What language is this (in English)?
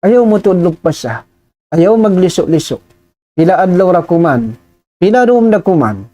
Tausug